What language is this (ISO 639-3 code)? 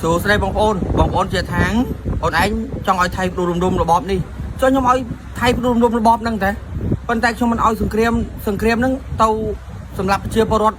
khm